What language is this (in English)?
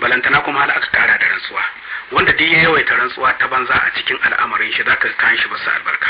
Hausa